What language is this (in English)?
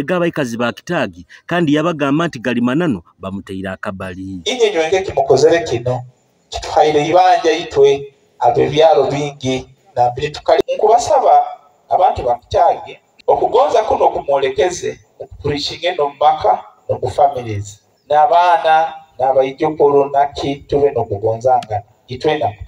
Nyoro